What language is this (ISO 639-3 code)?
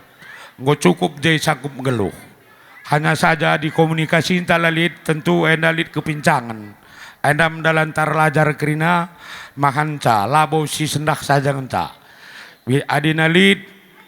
btx